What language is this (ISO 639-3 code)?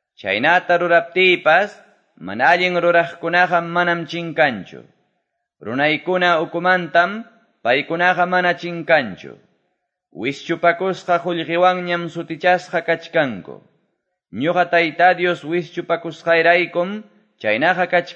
que